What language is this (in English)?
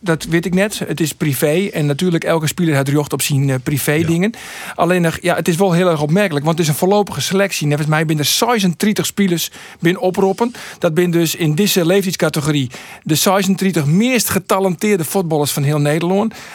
Western Frisian